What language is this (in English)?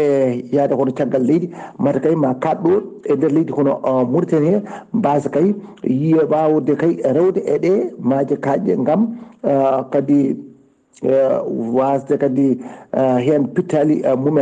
Fula